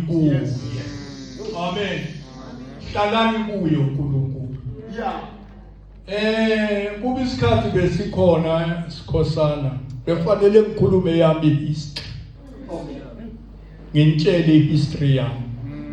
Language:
Zulu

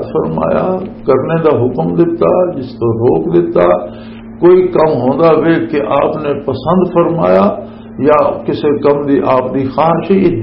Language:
Western Panjabi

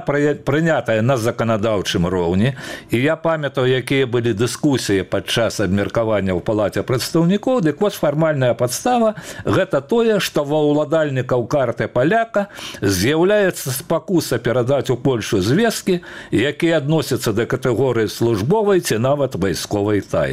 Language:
Belarusian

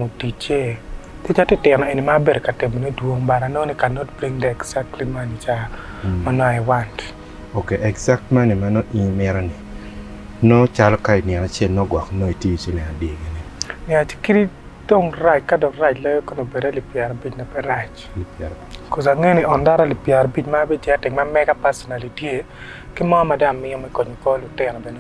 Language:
Acoli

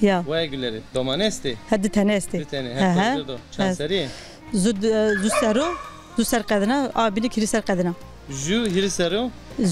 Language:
Zaza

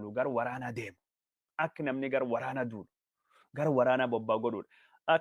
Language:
Oromo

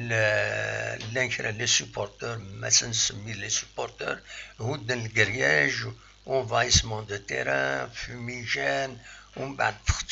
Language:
Kabyle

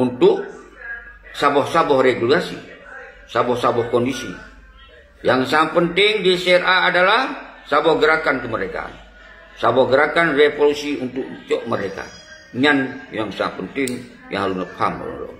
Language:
Achinese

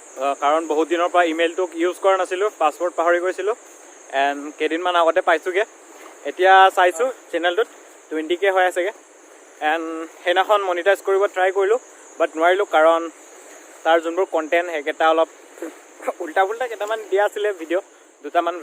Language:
Assamese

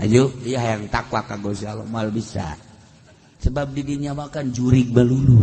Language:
Sundanese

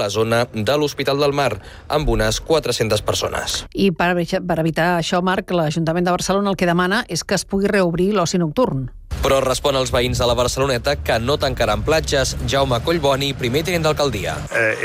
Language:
Catalan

